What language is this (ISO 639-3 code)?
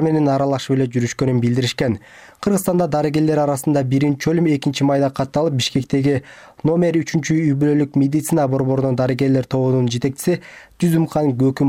kir